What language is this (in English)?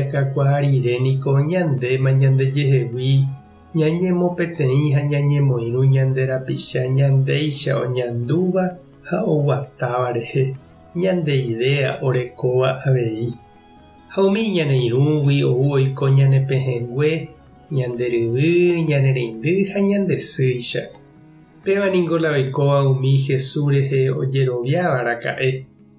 Guarani